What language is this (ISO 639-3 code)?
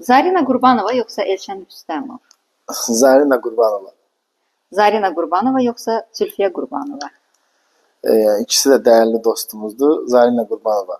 aze